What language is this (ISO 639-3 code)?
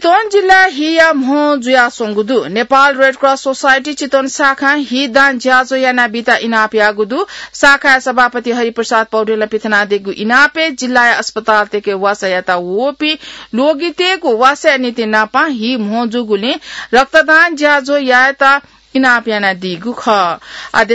new